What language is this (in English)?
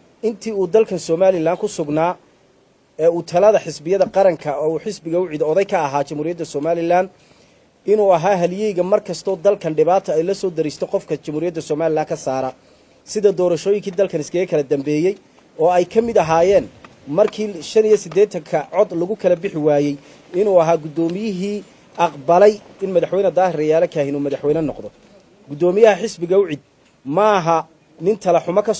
Somali